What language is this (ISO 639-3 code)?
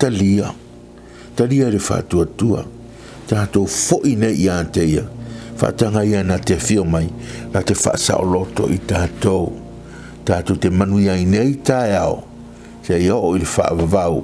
smo